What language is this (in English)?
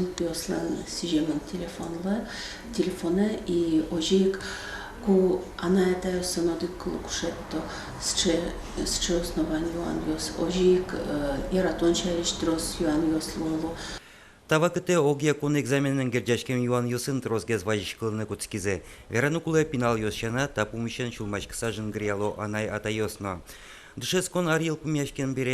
Udmurt